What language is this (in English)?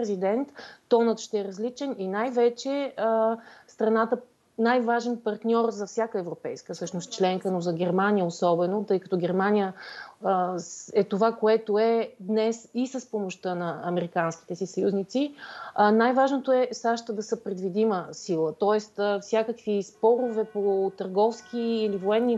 Bulgarian